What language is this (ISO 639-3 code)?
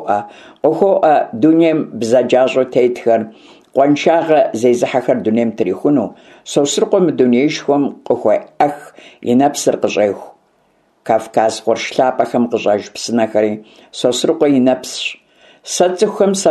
kbd